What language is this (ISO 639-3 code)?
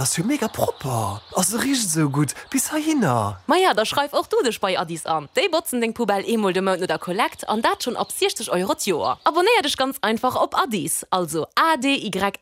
ltz